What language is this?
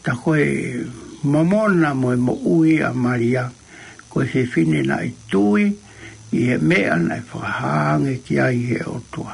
Tongan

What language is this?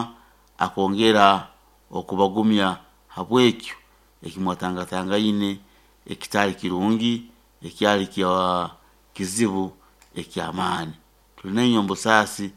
Nyoro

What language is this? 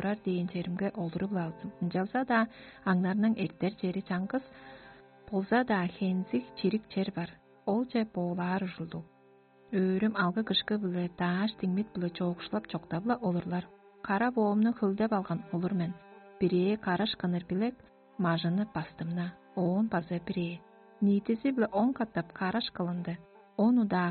Tuvinian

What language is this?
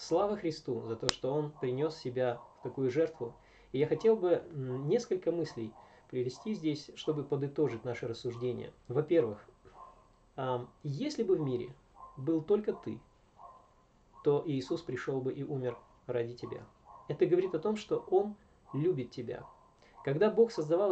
Russian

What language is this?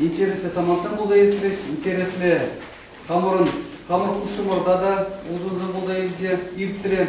Chuvash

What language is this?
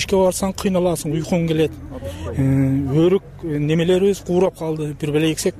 Kyrgyz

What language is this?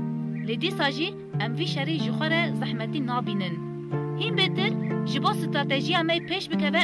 Kurdish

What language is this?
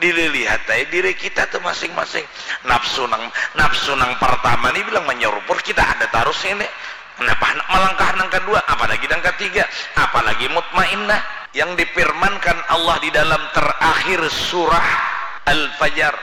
Banjar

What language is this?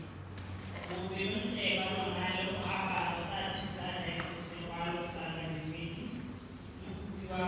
Tswana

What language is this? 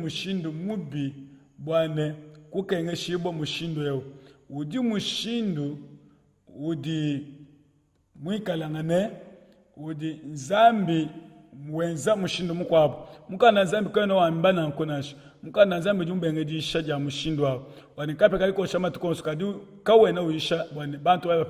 Luba-Lulua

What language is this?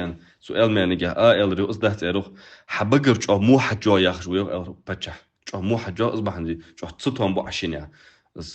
Ingush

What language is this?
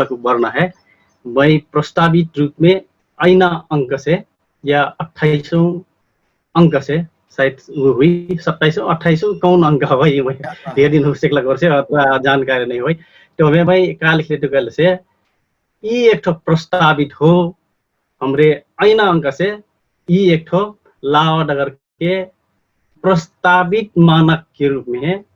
Dangaura Tharu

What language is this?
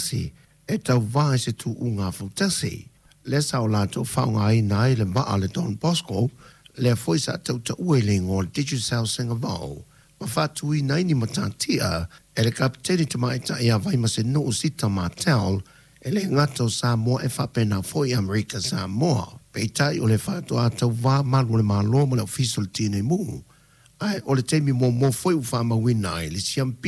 Samoan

